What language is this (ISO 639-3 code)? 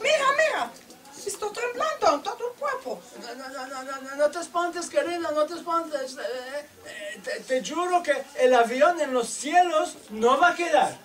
lad